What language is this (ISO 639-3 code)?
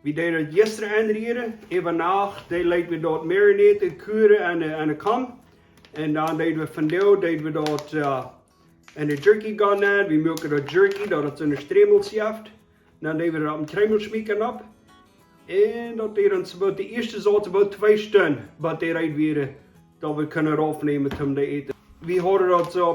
pdt